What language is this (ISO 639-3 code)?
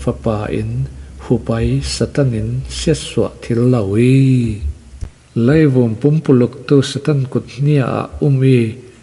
cfm